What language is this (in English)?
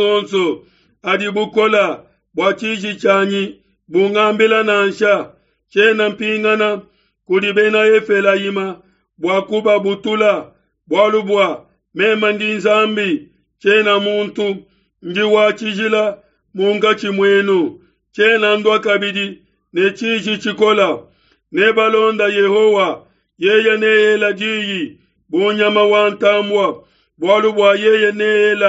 Luba-Lulua